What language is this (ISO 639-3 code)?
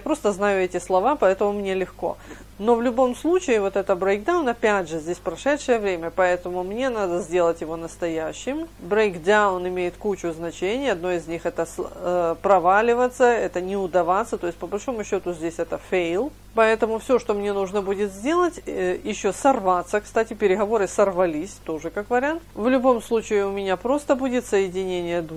rus